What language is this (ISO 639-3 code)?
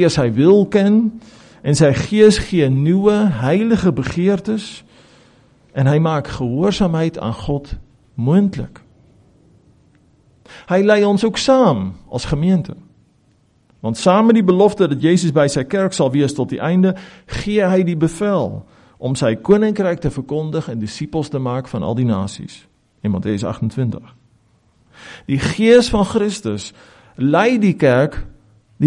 afr